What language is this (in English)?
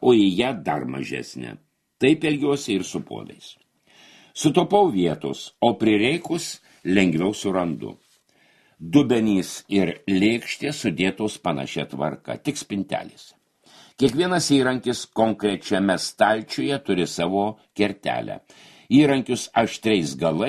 Lithuanian